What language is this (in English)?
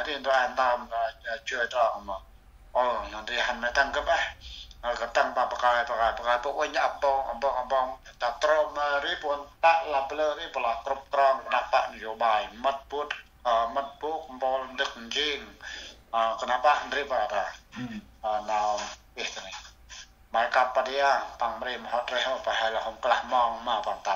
Central Mnong